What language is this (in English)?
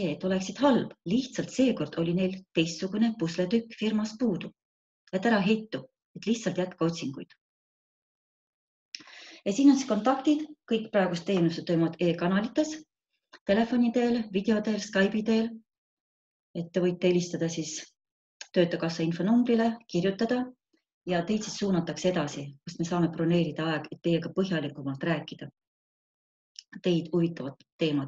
Estonian